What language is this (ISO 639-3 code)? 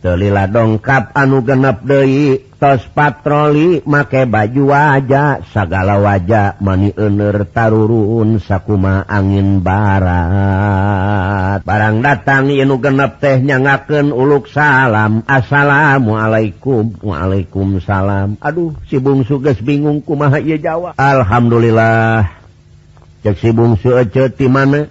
sun